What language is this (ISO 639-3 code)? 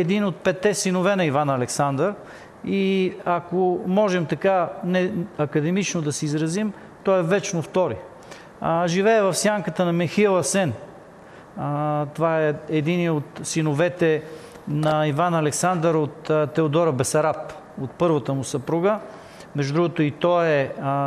bul